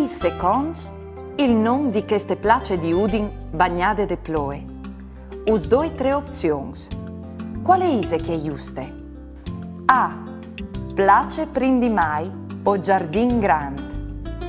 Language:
Friulian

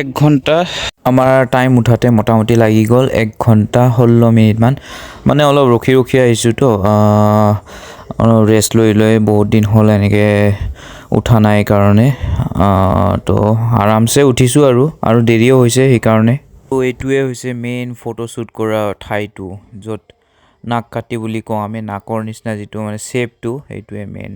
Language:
Assamese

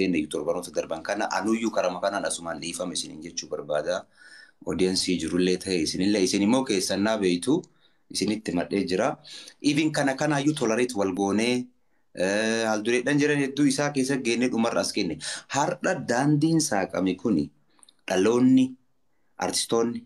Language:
Oromo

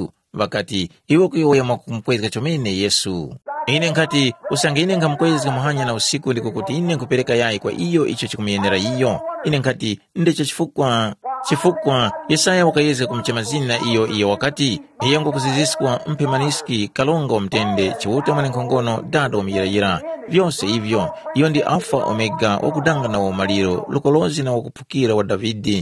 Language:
Tumbuka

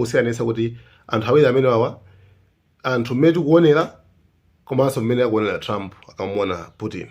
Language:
Nyanja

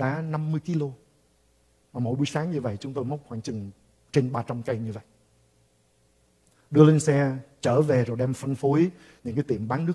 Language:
Vietnamese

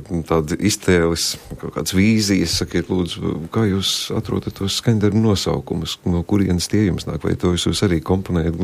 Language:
Latvian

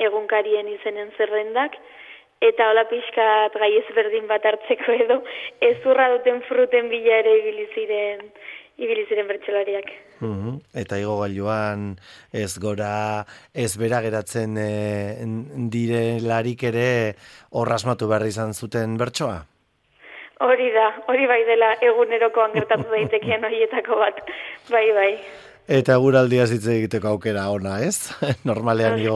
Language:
Basque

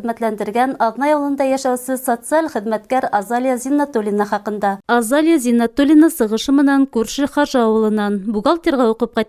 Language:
Bashkir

